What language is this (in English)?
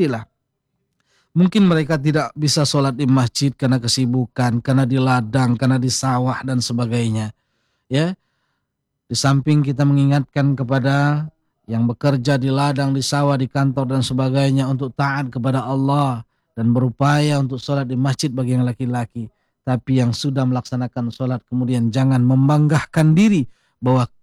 Indonesian